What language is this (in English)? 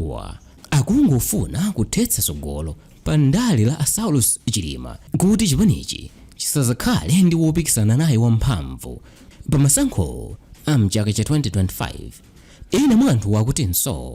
Nyanja